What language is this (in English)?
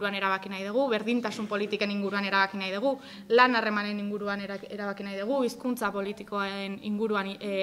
Basque